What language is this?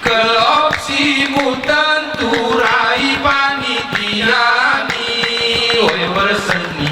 Gayo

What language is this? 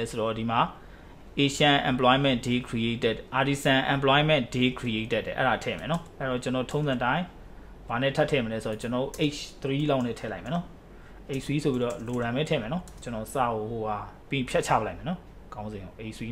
Burmese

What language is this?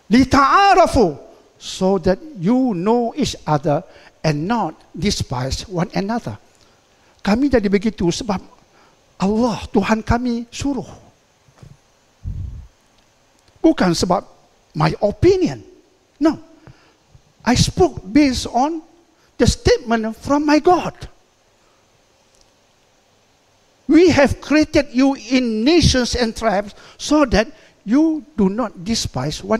Malay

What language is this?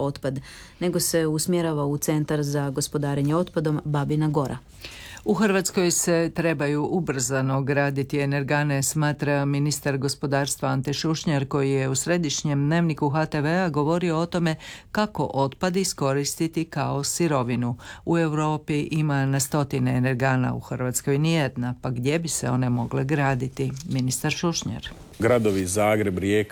Croatian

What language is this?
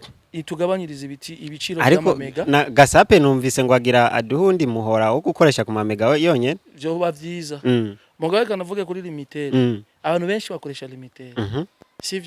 Rundi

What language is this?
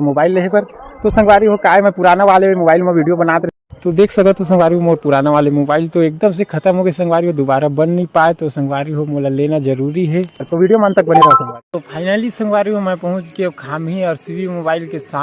Chhattisgarhi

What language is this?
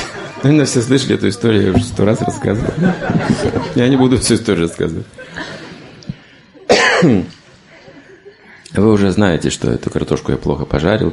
Russian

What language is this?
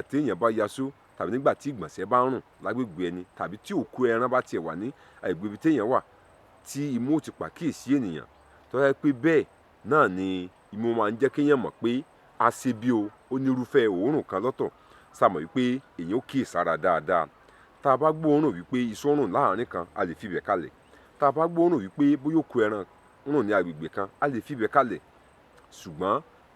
Yoruba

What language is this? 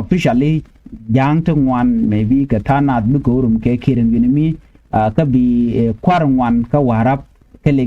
Nuer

